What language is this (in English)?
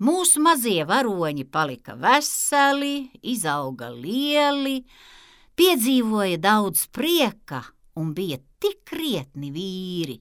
Latvian